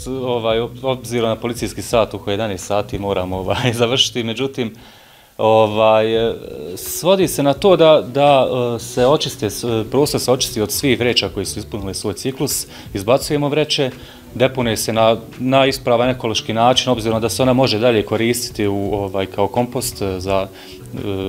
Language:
Bosnian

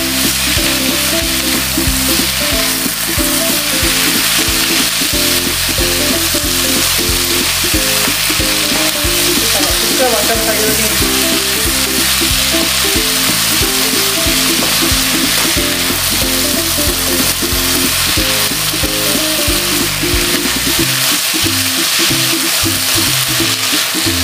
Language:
Malay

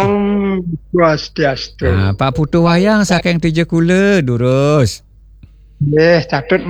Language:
Balinese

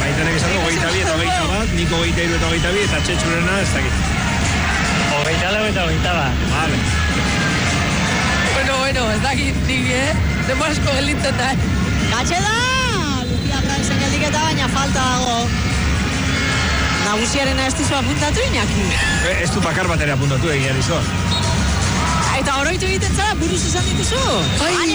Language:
Basque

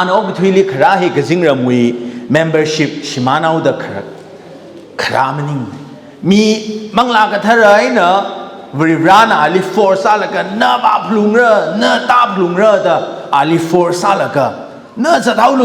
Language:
Tangkhul Naga (India)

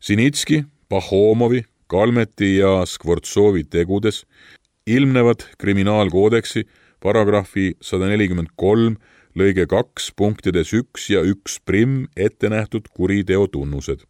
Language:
Estonian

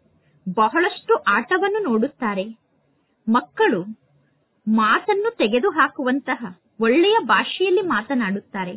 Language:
Kannada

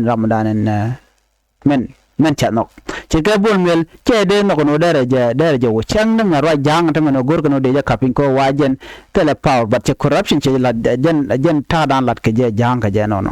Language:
Nuer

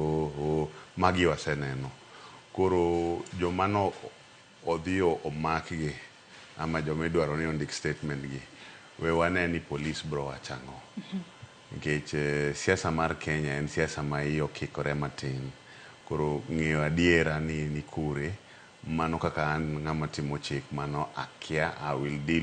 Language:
Luo (Kenya and Tanzania)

